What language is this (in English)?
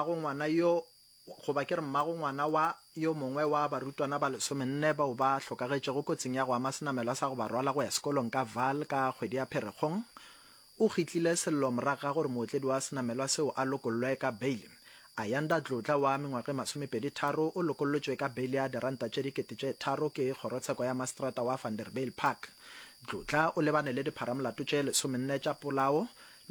Northern Sotho